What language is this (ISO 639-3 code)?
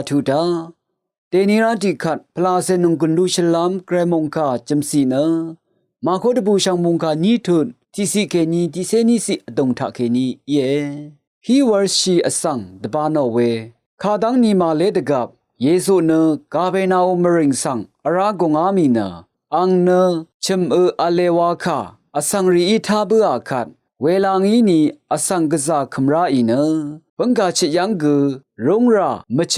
raw